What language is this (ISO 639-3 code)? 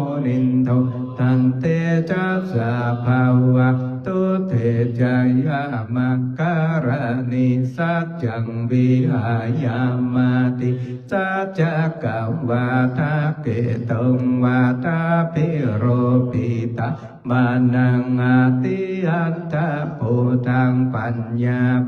pli